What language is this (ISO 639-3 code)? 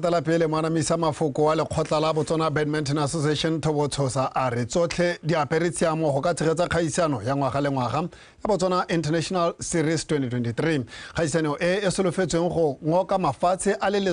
tsn